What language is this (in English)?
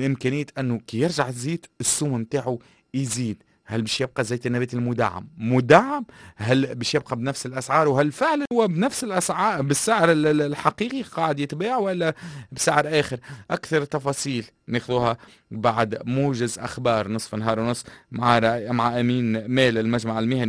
Tunisian Arabic